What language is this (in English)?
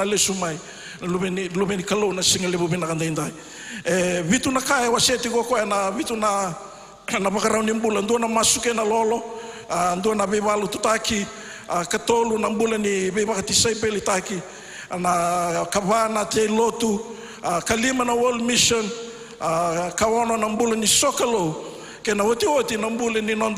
Fijian